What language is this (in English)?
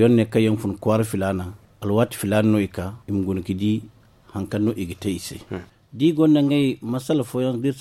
Zarma